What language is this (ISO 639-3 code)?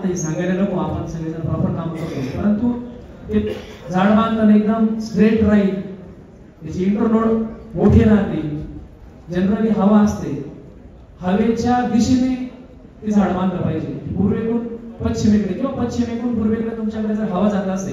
mar